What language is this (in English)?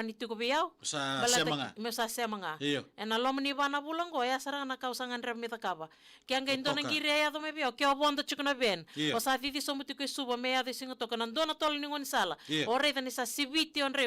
Fijian